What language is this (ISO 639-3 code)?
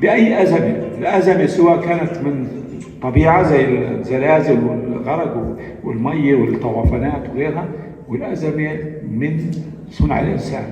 apc